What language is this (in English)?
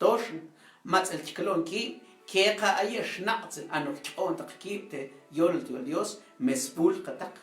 Mam